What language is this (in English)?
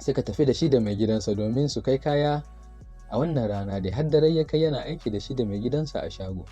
Hausa